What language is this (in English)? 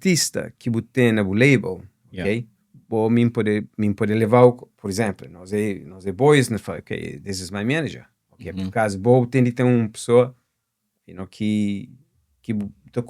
Kabuverdianu